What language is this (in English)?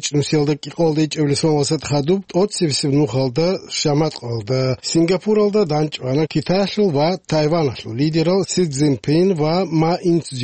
Avaric